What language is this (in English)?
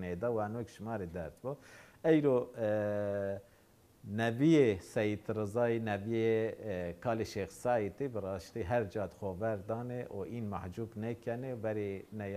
Zaza